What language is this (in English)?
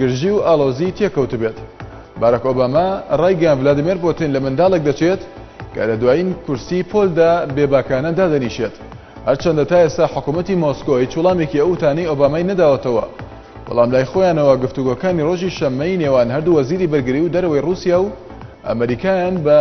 Central Kurdish